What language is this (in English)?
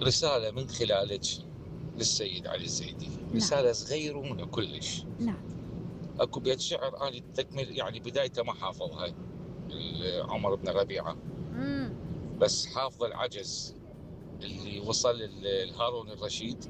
Mesopotamian Arabic